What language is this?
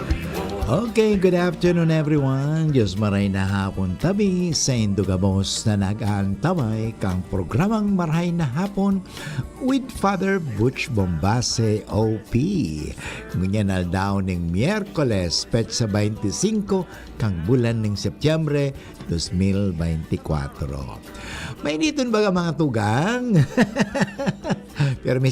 Bikol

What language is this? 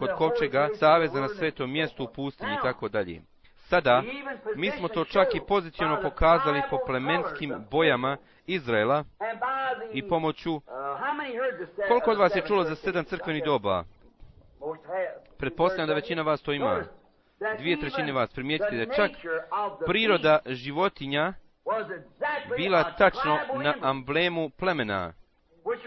Bosnian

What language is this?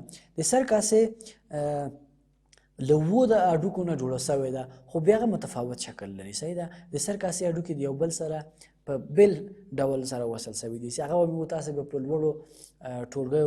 Pashto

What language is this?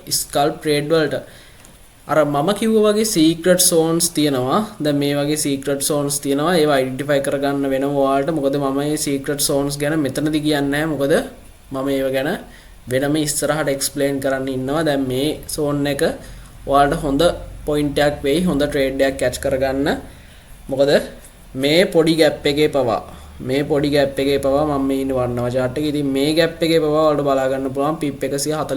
Sinhala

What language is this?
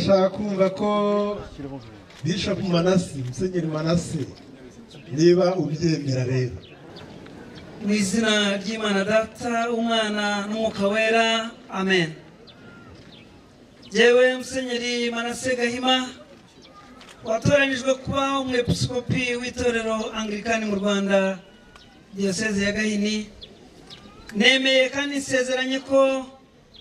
Kinyarwanda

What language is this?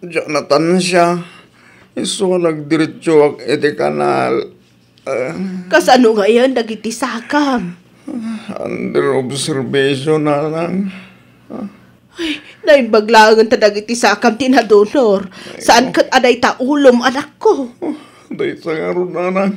Iloko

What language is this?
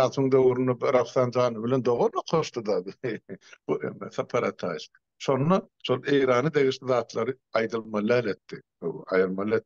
Turkmen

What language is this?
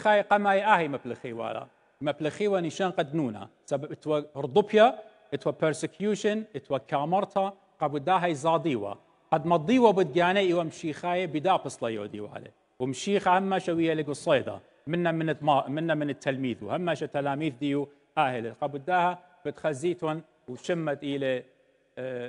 Assyrian Neo-Aramaic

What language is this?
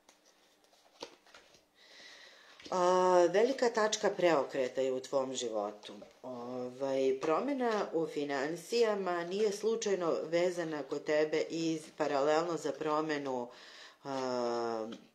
Serbian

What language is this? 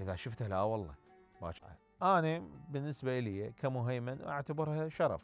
Mesopotamian Arabic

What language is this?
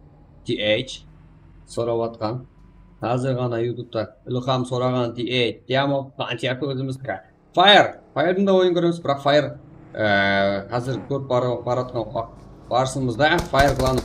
Kara-Kalpak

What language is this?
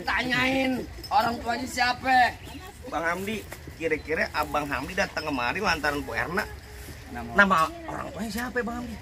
Betawi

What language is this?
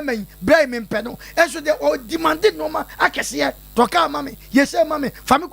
Akan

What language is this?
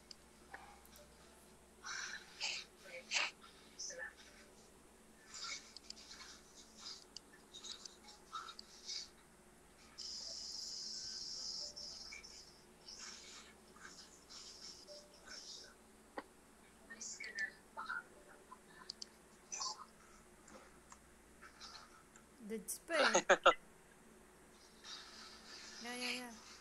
Filipino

